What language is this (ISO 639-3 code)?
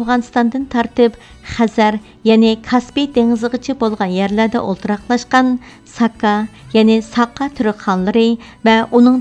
uig